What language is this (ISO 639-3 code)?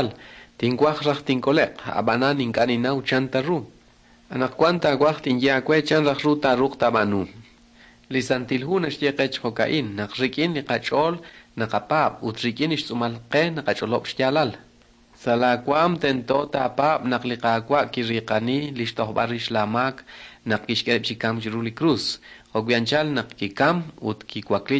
kek